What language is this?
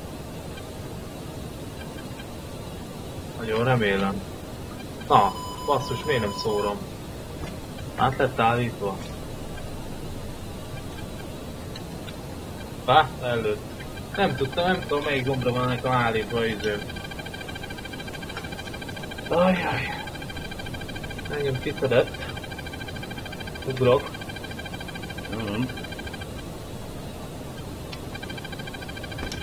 Hungarian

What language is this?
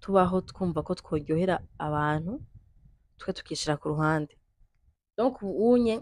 Rundi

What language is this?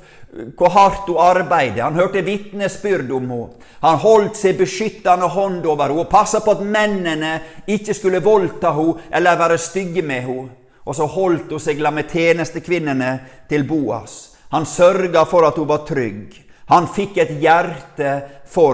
Norwegian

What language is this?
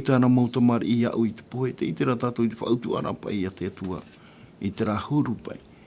Tahitian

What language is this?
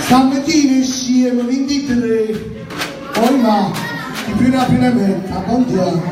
Neapolitan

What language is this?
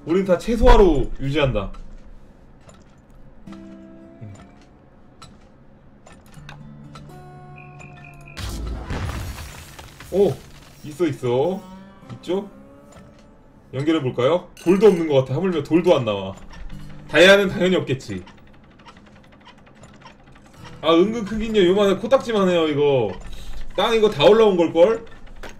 Korean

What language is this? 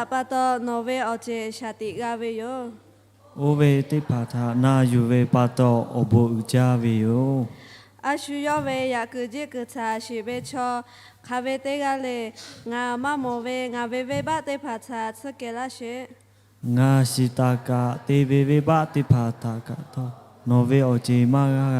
Lahu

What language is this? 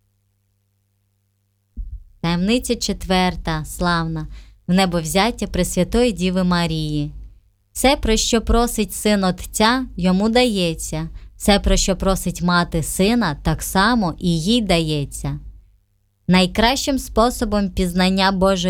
Ukrainian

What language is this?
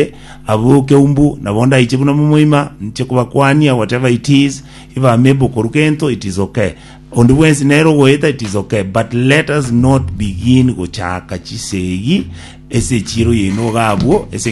Gusii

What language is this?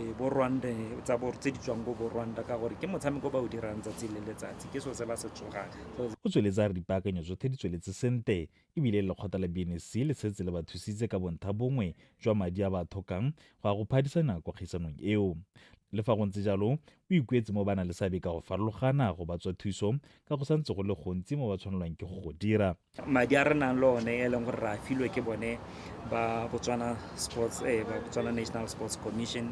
Tswana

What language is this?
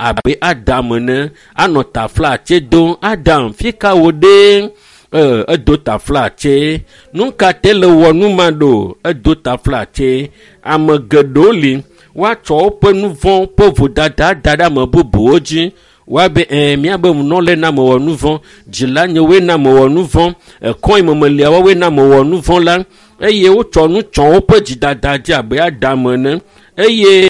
Ewe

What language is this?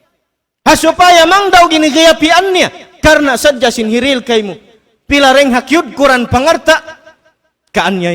Tausug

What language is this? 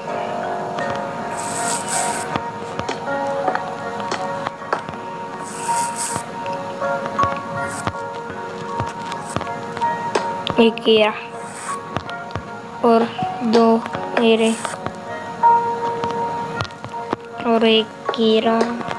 Hindi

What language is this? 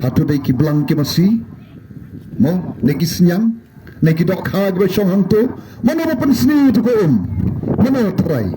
Khasi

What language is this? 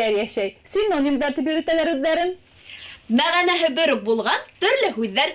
Bashkir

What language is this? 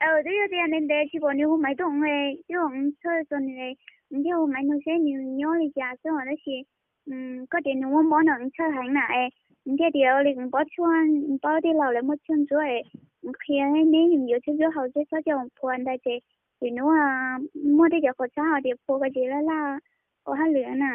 Hmong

